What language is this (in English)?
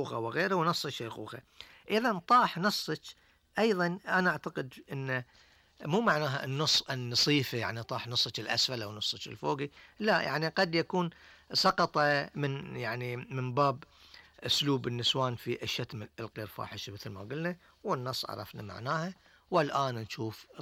Gulf Arabic